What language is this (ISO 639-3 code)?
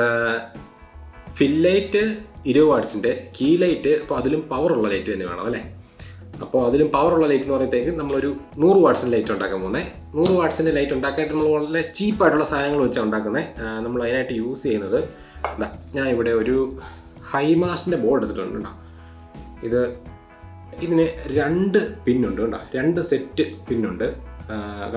mal